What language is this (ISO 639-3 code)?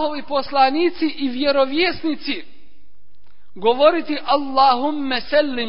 bos